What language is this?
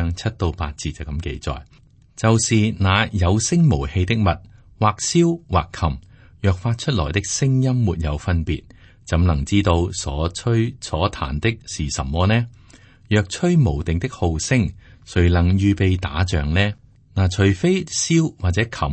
Cantonese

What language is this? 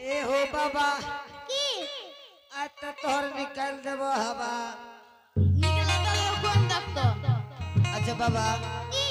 Angika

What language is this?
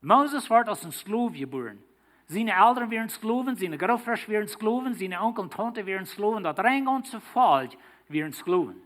Plautdietsch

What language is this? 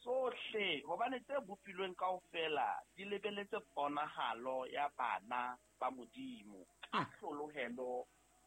Southern Sotho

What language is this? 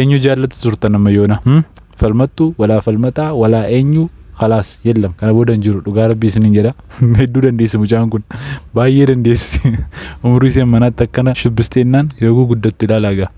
Oromo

